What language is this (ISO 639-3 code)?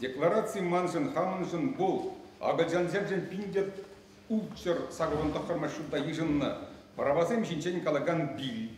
chv